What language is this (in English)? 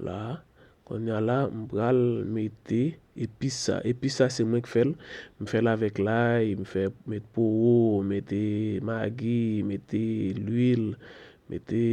Haitian Creole